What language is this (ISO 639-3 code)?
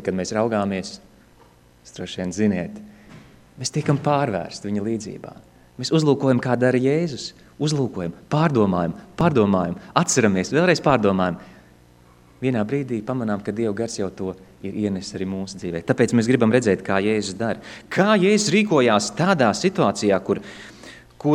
lav